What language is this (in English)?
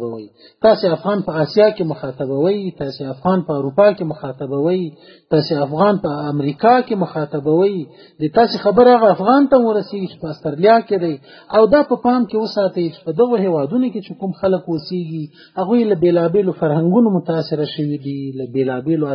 Pashto